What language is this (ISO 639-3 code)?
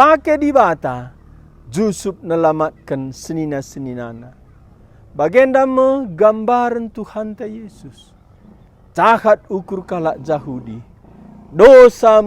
btx